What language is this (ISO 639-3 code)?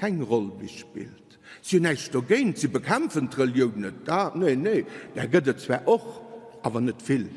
ltz